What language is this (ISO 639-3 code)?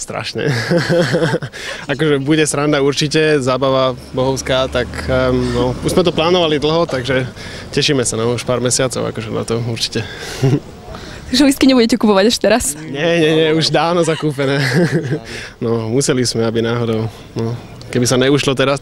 slk